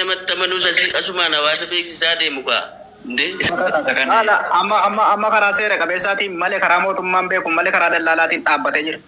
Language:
Oromo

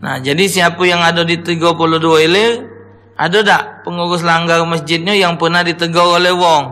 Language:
Musi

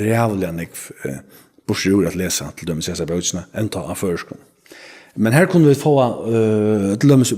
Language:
Faroese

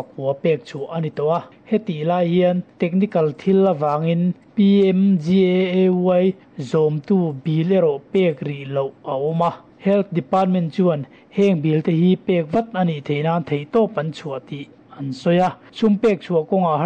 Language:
Mizo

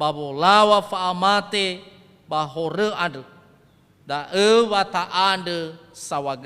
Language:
Nias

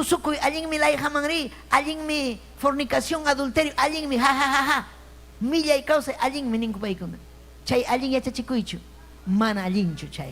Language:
Ayacucho Quechua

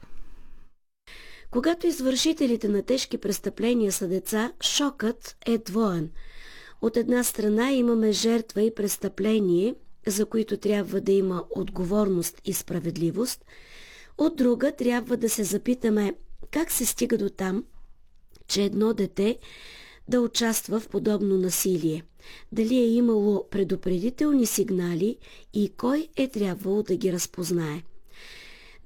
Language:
Bulgarian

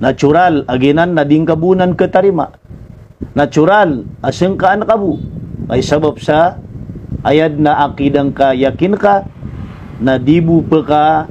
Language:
Maranao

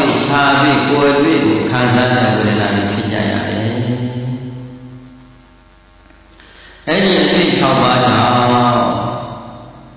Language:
Burmese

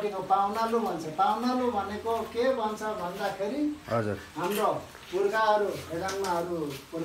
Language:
Nepali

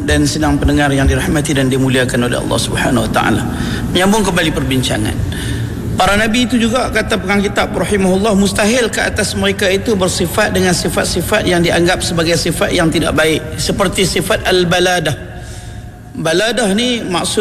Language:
Malay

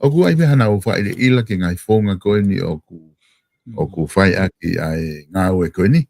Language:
Tongan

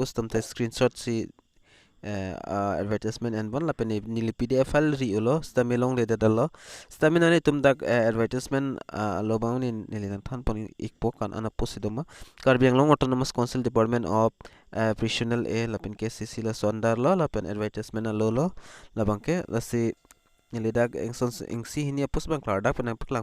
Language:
Karbi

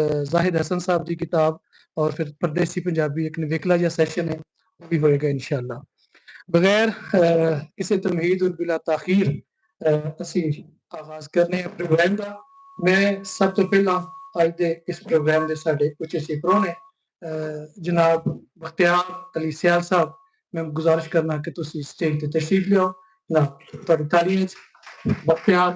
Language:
Western Panjabi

